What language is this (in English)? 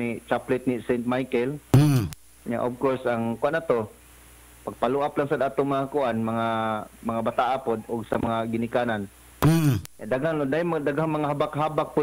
Cebuano